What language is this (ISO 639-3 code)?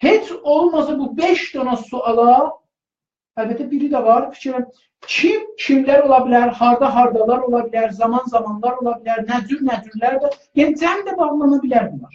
azb